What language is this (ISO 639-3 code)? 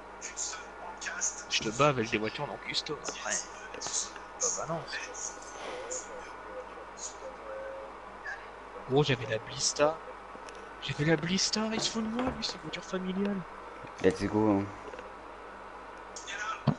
fra